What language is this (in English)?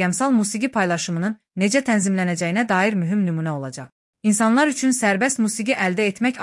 Azerbaijani